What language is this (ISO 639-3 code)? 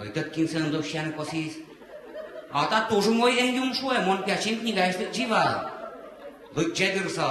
udm